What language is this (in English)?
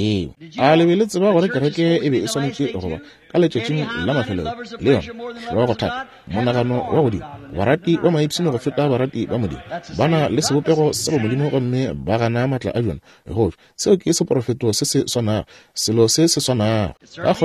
Northern Sotho